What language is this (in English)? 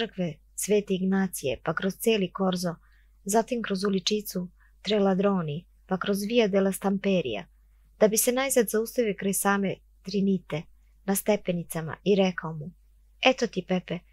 Serbian